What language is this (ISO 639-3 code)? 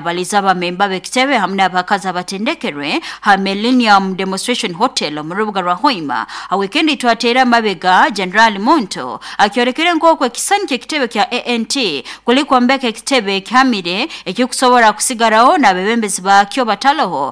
nyo